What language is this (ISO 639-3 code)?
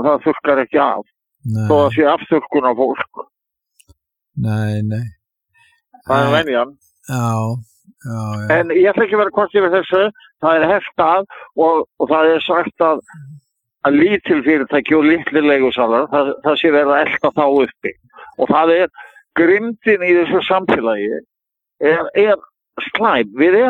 isl